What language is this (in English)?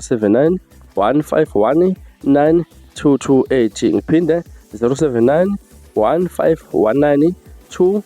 Zulu